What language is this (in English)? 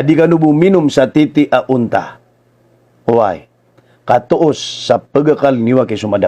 Maranao